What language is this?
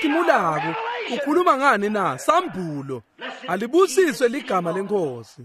Swati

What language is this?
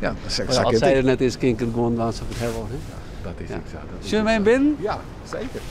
Western Frisian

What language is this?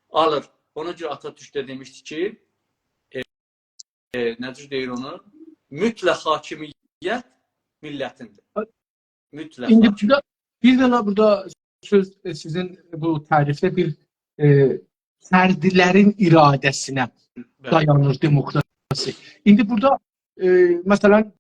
South Azerbaijani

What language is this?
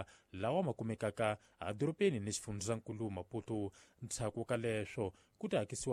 Tsonga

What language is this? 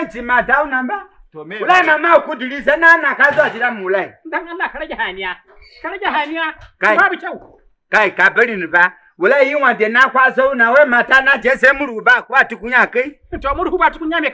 Hausa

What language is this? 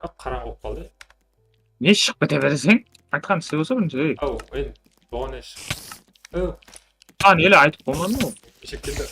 Kara-Kalpak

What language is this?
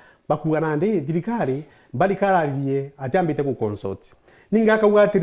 Meru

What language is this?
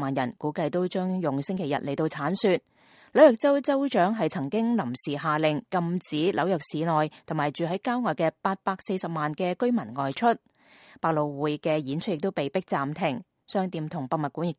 Cantonese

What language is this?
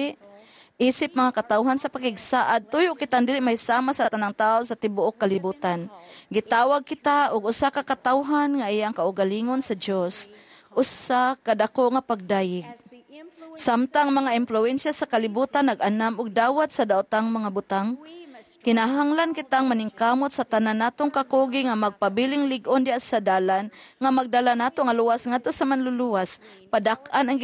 Cebuano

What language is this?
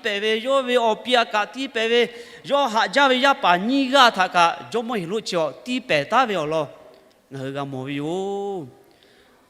Lahu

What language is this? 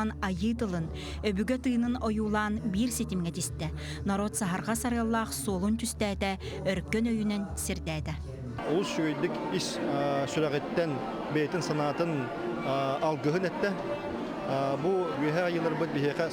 Yakut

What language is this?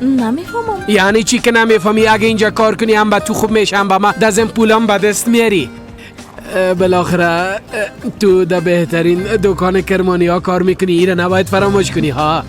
Persian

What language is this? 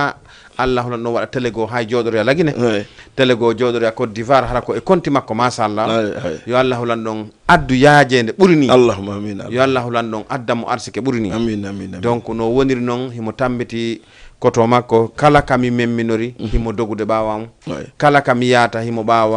Fula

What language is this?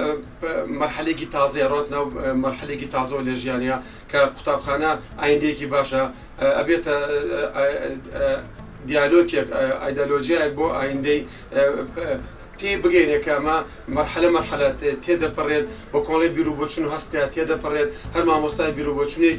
Central Kurdish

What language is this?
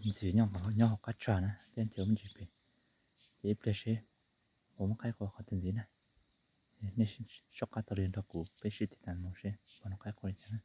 Hmong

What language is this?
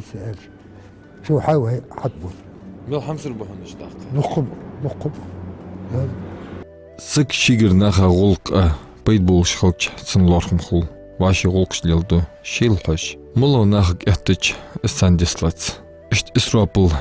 Ingush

